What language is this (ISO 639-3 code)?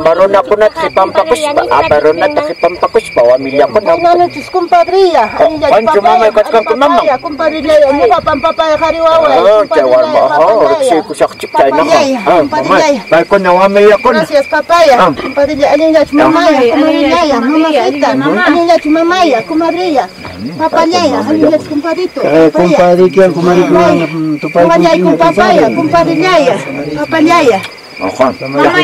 quy